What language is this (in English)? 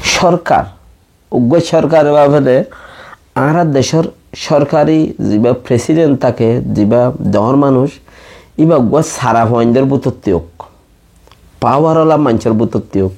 Rohingya